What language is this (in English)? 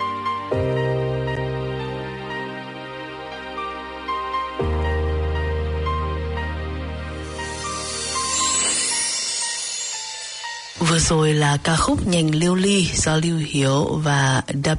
Vietnamese